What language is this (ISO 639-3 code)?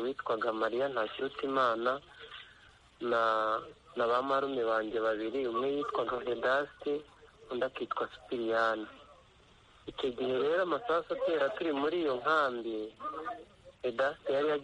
kin